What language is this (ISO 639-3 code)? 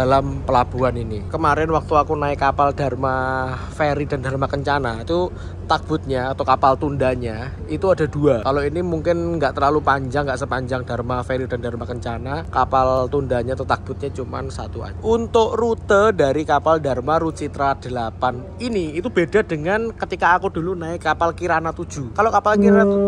ind